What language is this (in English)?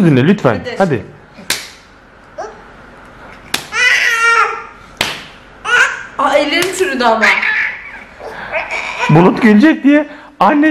Turkish